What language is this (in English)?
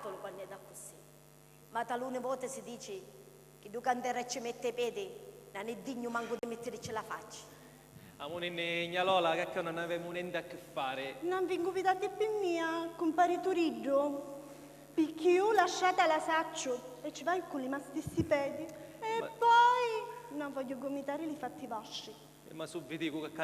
Sicilian